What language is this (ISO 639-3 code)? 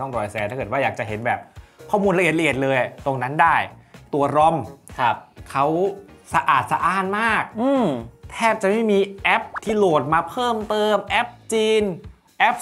tha